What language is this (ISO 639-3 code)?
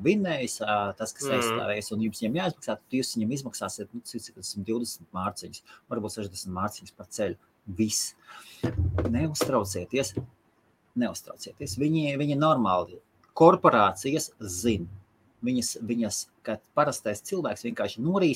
lav